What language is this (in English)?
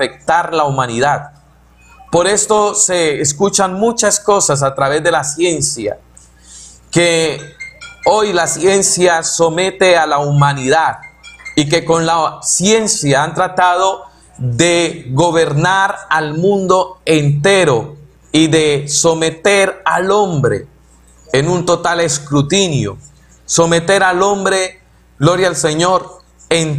Spanish